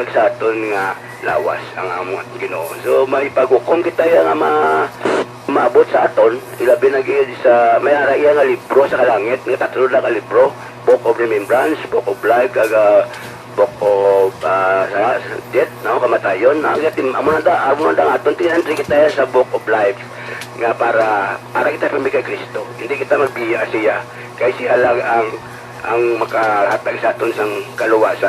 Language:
Hiligaynon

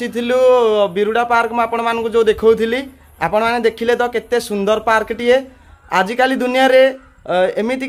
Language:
Odia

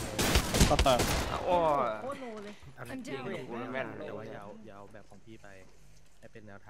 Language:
Thai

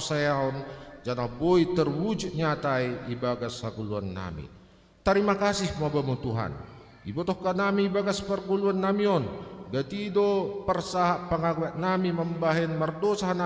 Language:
Batak Simalungun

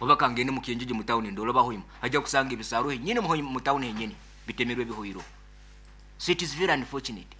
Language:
Nyoro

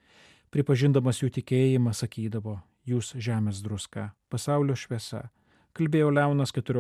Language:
Lithuanian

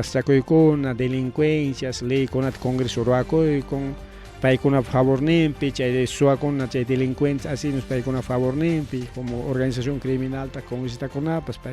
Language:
Ayacucho Quechua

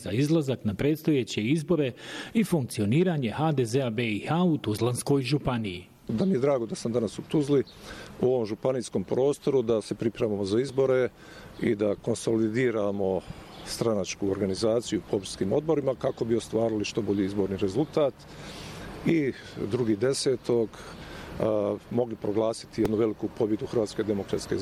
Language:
Bosnian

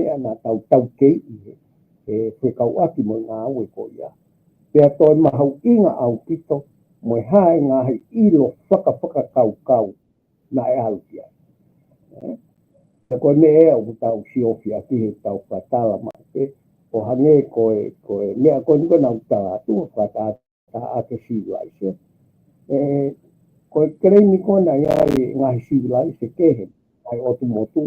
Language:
Tongan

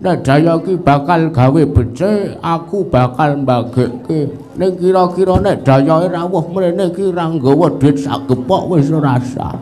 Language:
Javanese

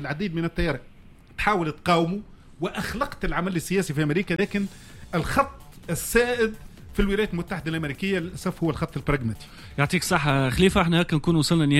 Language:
Tunisian Arabic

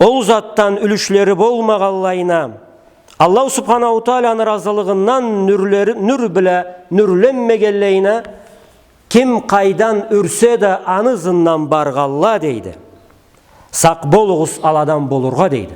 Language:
Karachay-Balkar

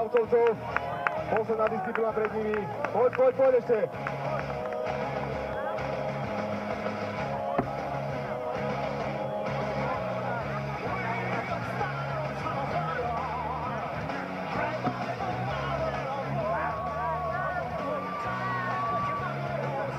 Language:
Slovak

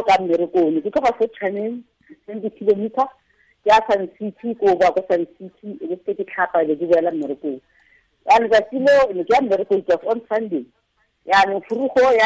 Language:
Tswana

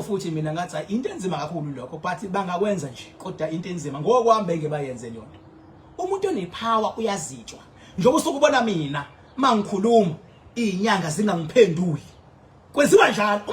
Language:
Zulu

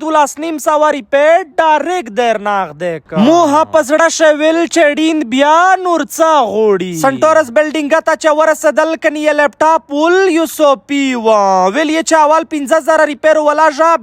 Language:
Pashto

